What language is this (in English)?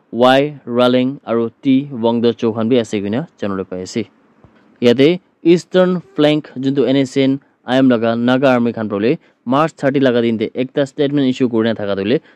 Naga Pidgin